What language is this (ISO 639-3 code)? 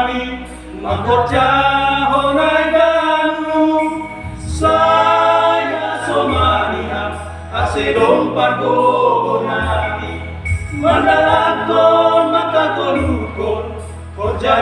bts